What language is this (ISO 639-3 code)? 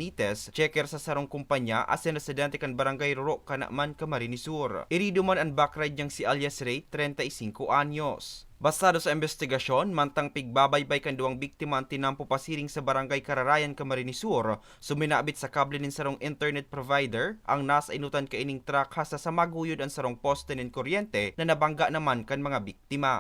bik